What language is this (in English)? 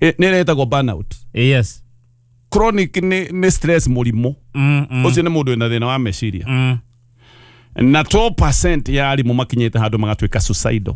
Kikuyu